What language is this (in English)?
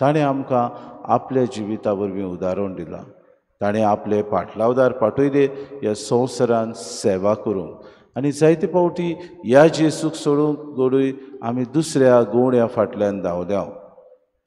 Konkani